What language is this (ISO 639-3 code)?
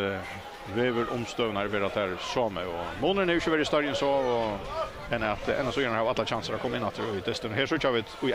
fao